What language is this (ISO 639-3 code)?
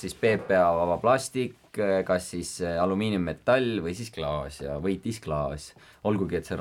est